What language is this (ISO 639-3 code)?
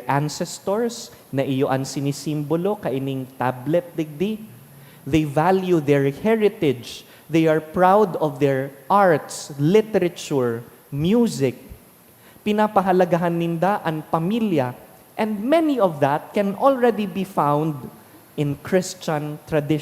bik